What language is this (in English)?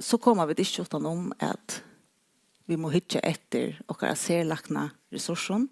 Faroese